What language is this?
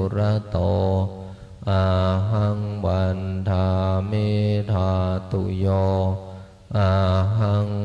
Pali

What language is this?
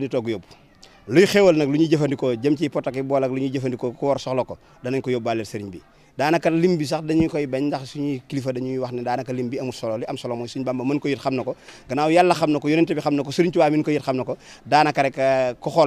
Wolof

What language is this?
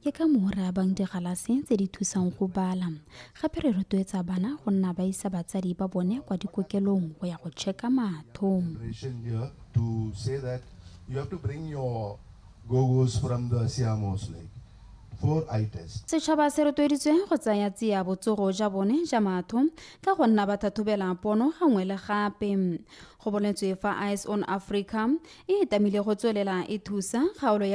Tswana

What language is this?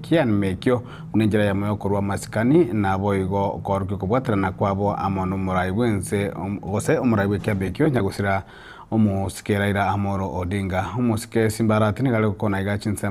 Gusii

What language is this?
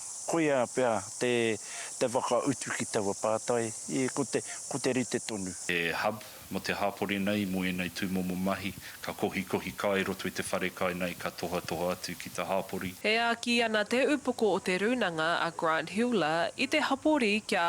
Māori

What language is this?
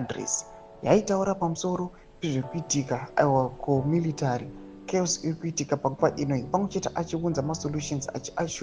Shona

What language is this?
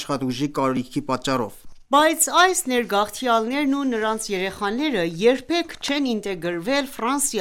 Armenian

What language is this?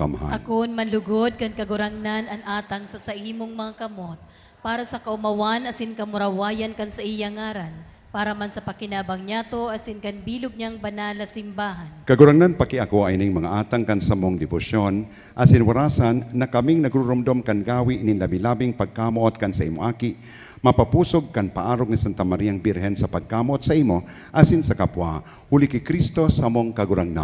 Bikol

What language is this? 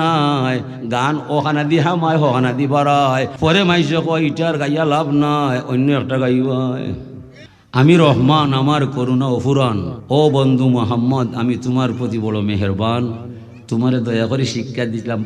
Sylheti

